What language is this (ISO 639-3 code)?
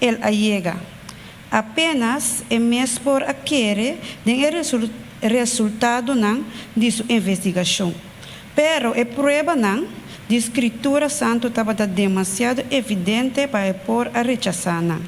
pap